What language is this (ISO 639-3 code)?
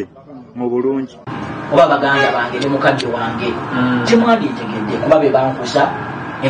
lug